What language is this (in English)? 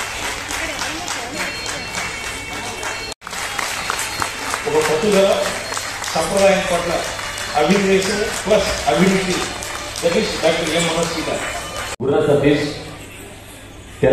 Telugu